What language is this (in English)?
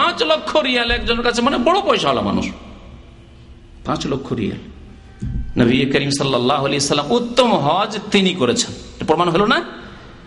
Bangla